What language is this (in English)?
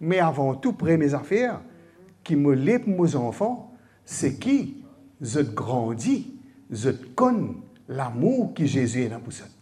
Morisyen